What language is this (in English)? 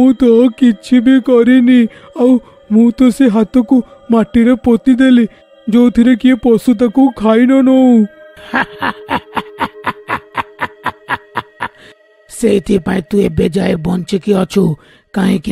Odia